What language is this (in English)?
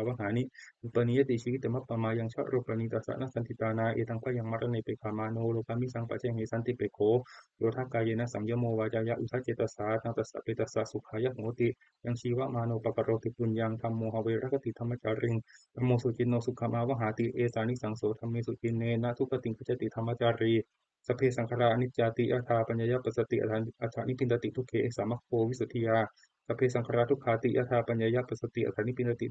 Pali